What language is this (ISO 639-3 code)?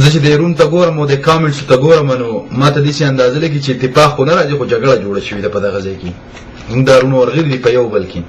pus